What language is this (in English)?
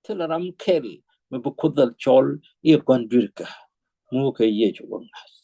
Nuer